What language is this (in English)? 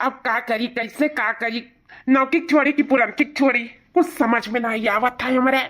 Awadhi